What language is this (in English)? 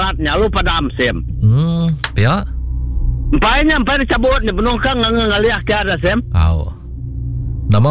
Iban